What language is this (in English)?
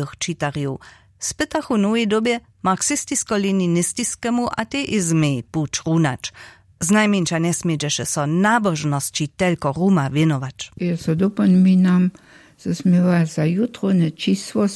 Upper Sorbian